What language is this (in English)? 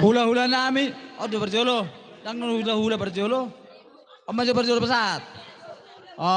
Batak Toba